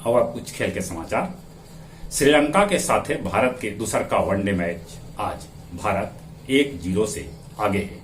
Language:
Magahi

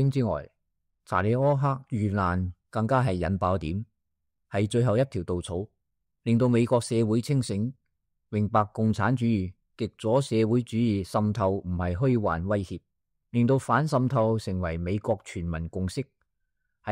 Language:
Cantonese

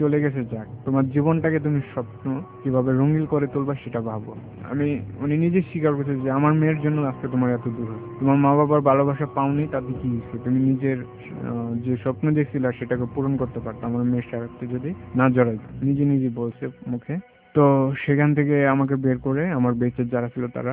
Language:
Bangla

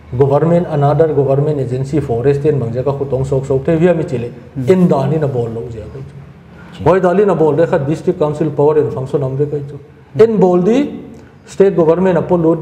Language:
Paite Chin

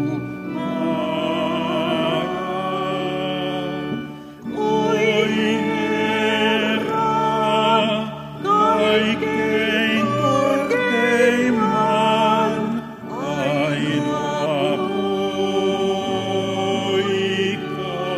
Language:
Finnish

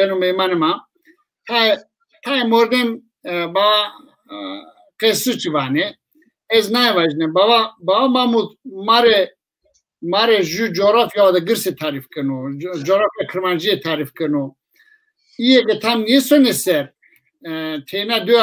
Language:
Zaza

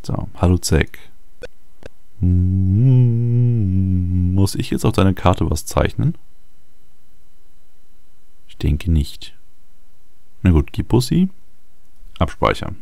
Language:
German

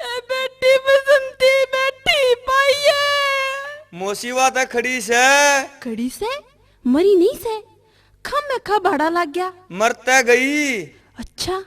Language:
Haryanvi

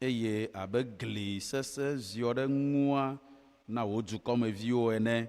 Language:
Ewe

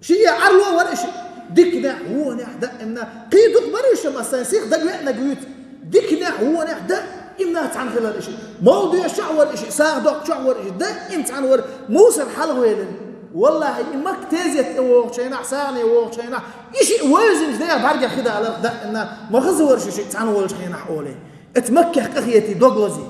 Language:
Chechen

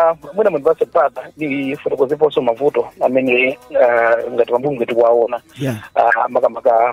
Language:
Nyanja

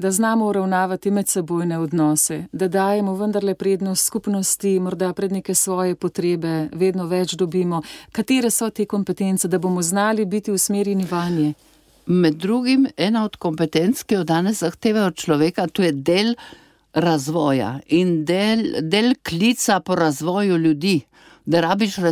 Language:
Slovenian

